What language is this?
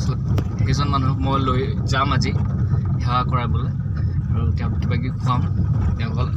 Assamese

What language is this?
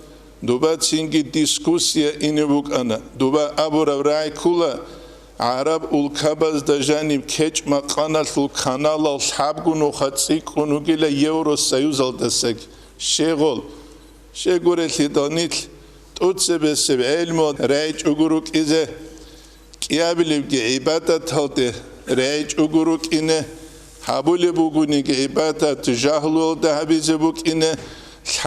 Avaric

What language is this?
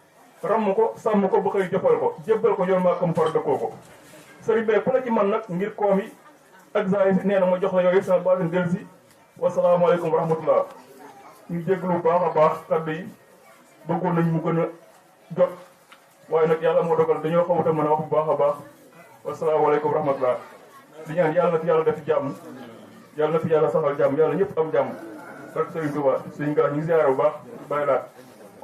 Wolof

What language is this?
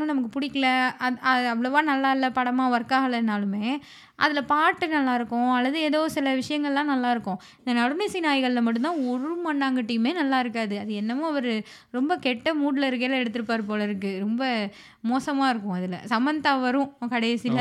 Tamil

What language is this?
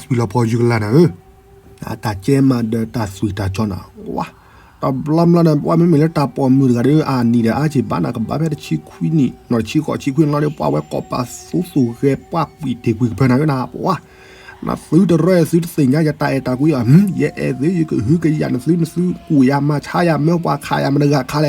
S'gaw Karen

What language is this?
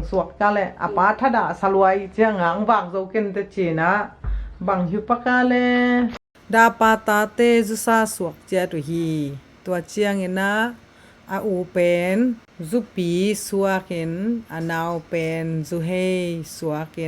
Tedim Chin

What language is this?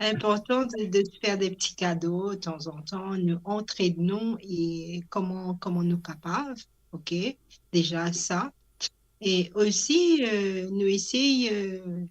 Morisyen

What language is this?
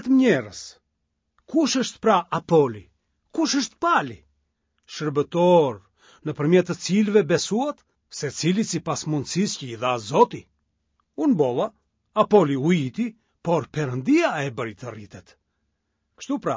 Albanian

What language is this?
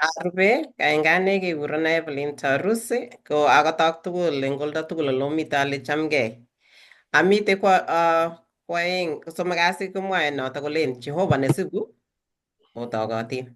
Kalenjin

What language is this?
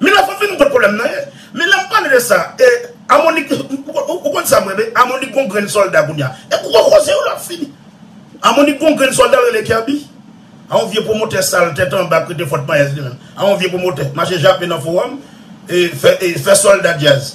Haitian Creole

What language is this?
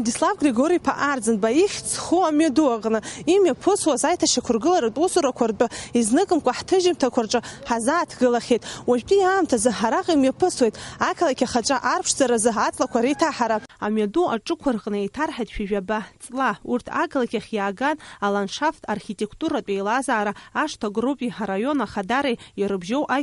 Abkhazian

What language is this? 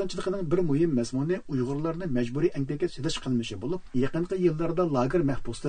Uyghur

